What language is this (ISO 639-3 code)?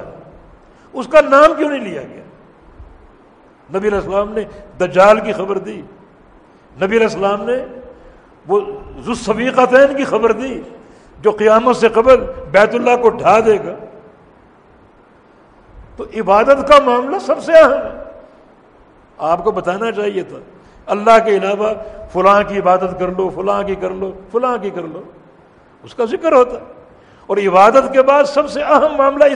urd